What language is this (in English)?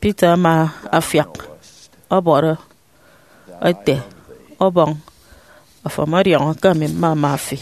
Efik